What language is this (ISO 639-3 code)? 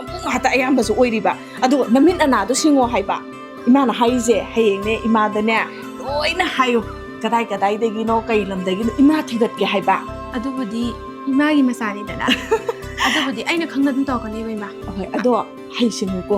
mni